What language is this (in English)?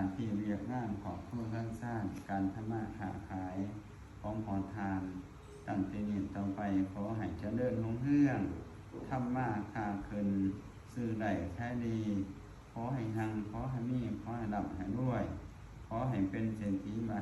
Lao